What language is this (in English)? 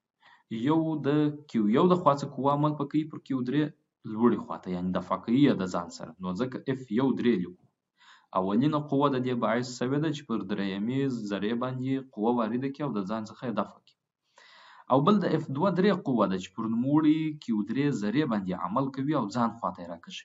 Pashto